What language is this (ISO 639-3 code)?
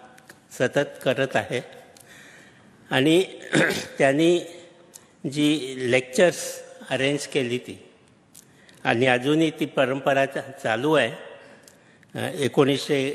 mar